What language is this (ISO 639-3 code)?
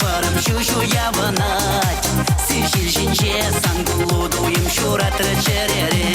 chv